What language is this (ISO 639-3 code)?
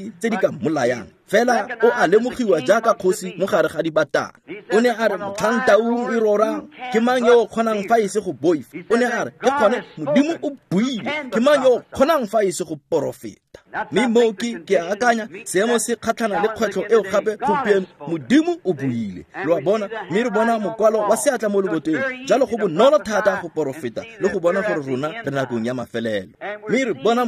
tsn